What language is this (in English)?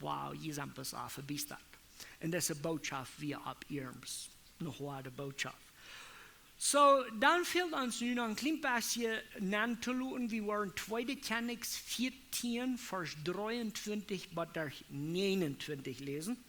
Plautdietsch